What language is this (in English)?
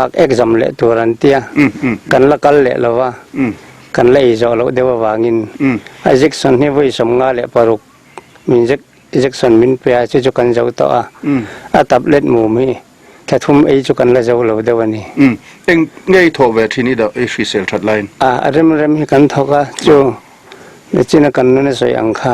Mizo